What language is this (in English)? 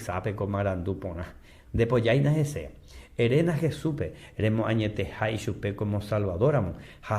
Guarani